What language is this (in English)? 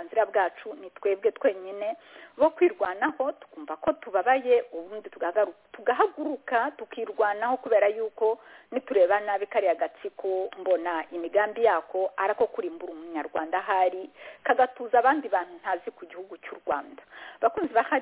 Kinyarwanda